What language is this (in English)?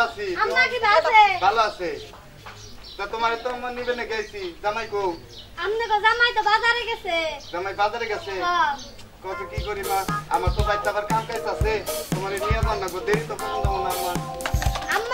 Bangla